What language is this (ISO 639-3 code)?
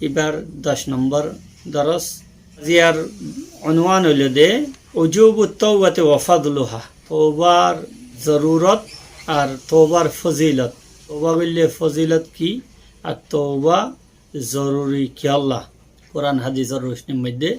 rhg